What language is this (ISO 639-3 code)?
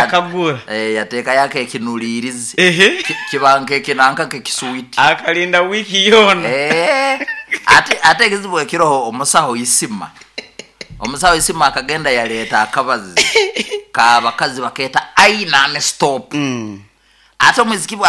nyo